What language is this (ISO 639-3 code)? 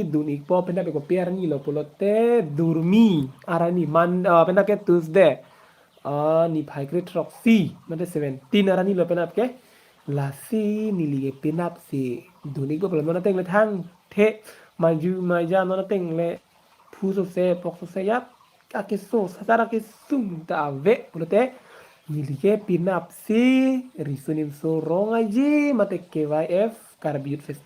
mjw